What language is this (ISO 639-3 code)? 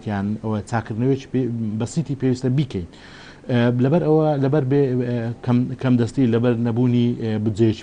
ckb